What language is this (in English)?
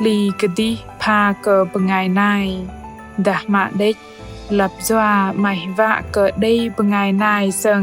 Bahnar